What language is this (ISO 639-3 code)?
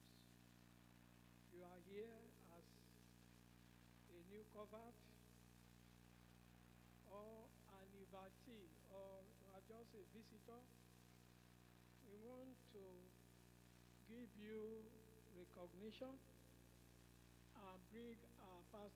eng